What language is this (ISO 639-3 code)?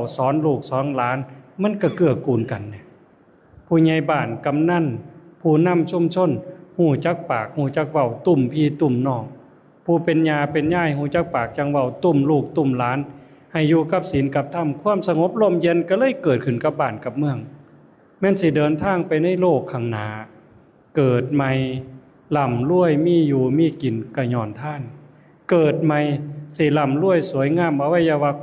lao